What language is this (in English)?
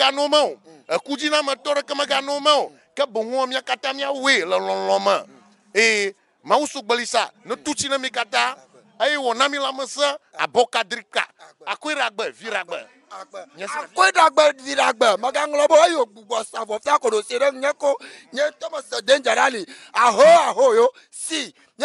Ewe